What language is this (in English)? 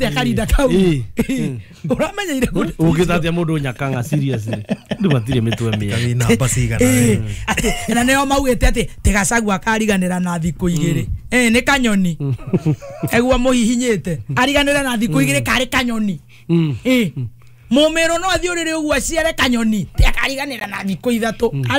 Kikuyu